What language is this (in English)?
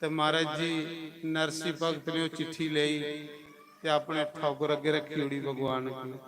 Dogri